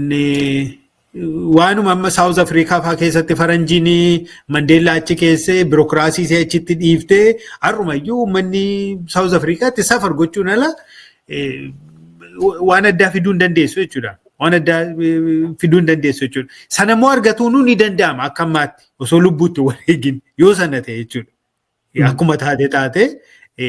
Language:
Oromo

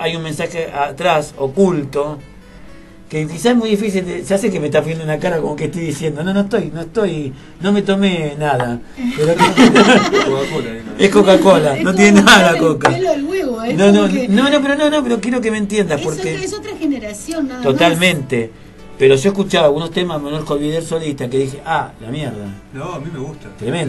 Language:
Spanish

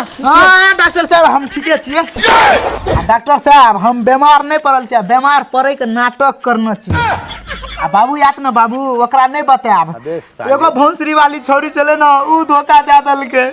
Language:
Maithili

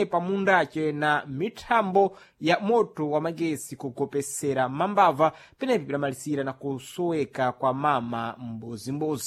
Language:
Sena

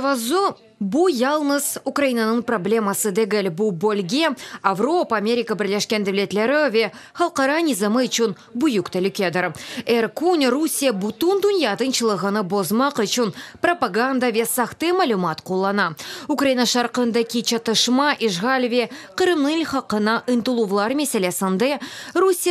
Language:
Crimean Tatar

